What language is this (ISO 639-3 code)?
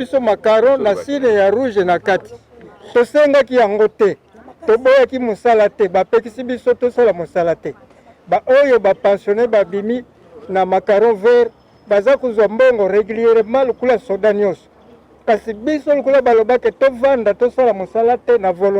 lin